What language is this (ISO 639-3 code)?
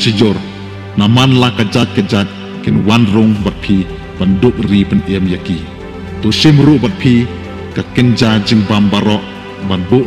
kha